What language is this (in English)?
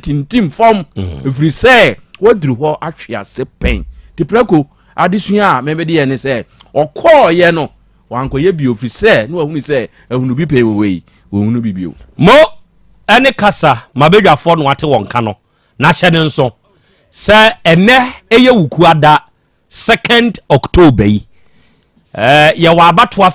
Akan